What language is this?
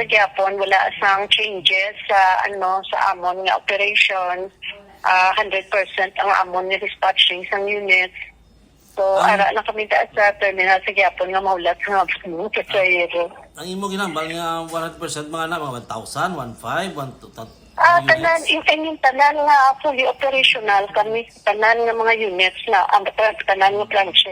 Hiligaynon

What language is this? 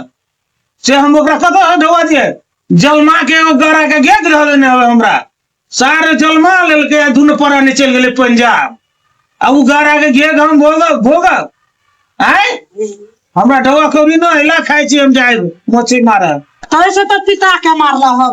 Maithili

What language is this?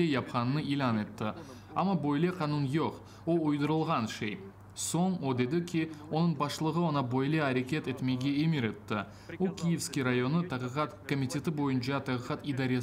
Crimean Tatar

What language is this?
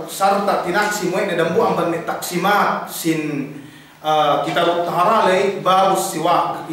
Yakan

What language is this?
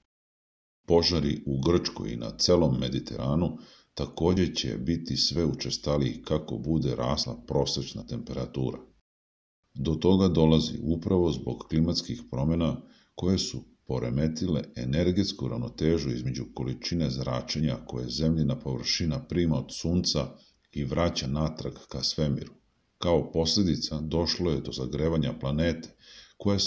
Serbian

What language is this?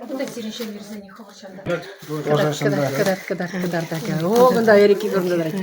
Chuvash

